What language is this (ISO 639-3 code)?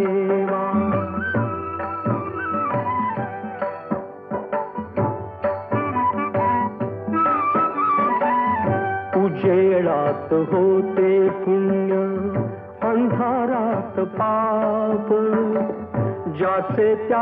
mar